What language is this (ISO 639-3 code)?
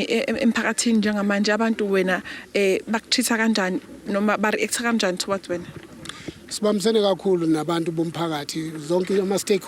zul